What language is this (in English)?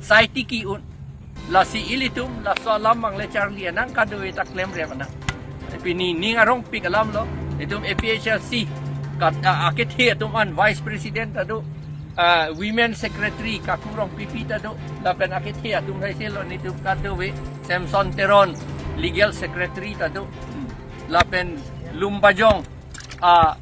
Karbi